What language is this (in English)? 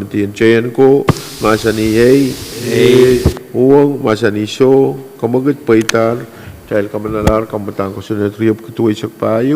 Pohnpeian